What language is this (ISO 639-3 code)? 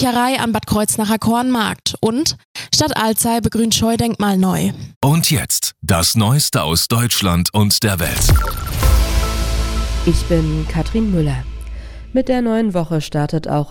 deu